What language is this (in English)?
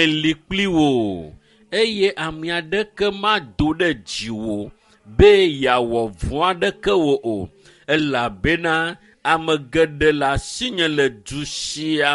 Ewe